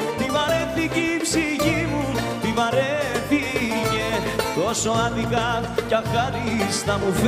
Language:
Greek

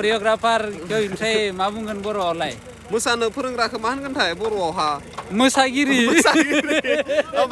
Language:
Bodo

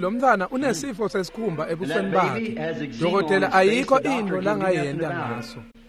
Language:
Swati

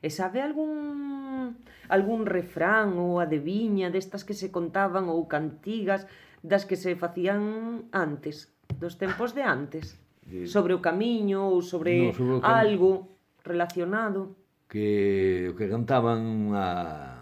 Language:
Galician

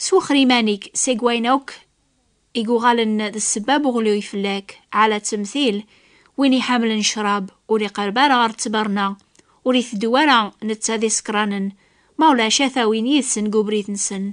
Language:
Kabyle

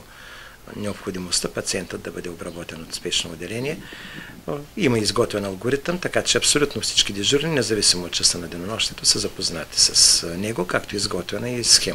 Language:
Bulgarian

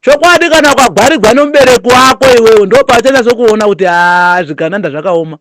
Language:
Shona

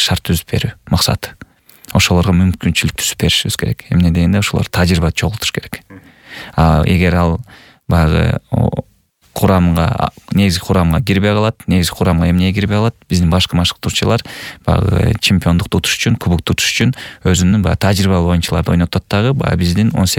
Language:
Kyrgyz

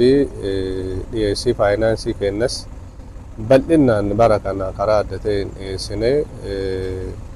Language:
Oromo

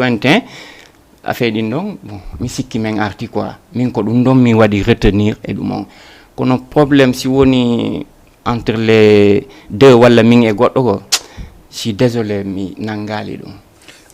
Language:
Fula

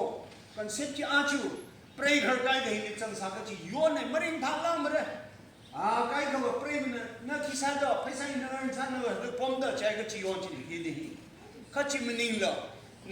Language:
Tangkhul Naga (India)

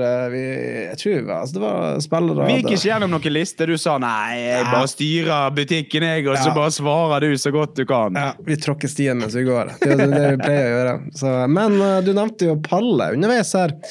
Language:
Norwegian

